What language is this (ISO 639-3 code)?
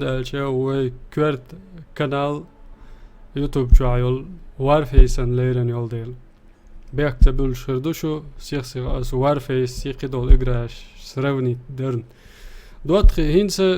che